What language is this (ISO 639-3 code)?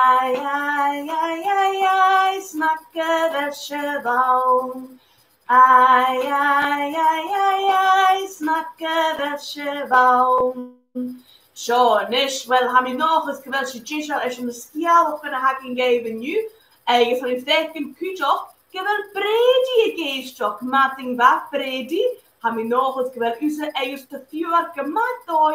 gla